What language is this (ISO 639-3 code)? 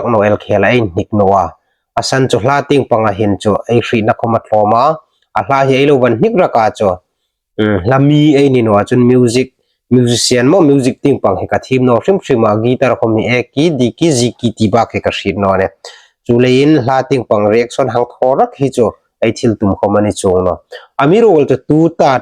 hmr